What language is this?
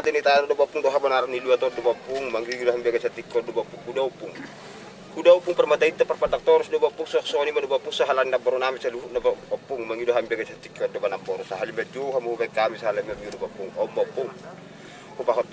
Batak Toba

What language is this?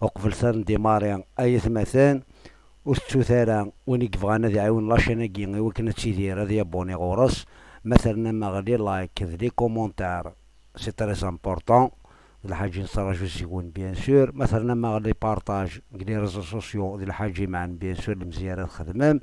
Kabyle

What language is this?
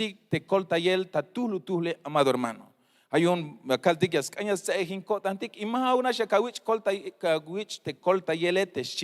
Tzeltal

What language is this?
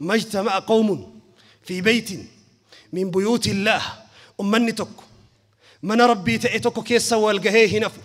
Oromo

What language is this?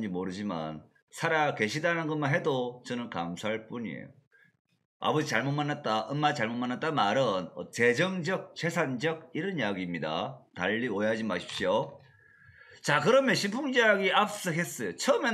Korean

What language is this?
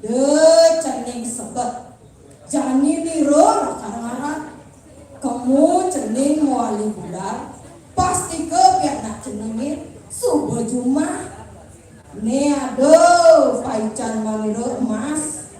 Balinese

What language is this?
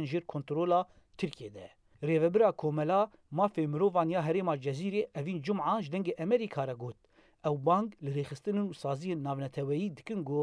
Kurdish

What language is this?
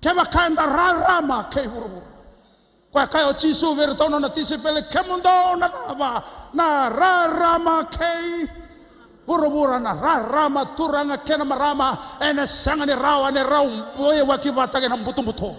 Fijian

